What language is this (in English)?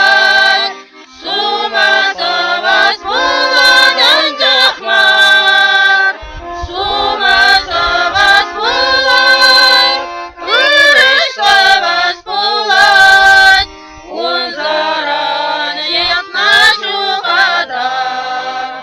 Chuvash